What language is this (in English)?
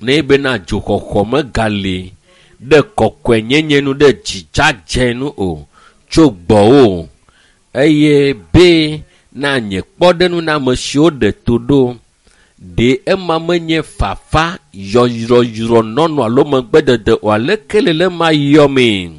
Ewe